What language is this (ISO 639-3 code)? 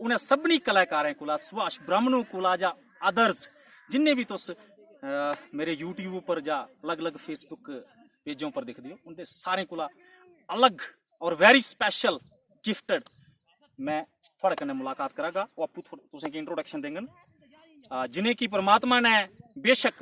doi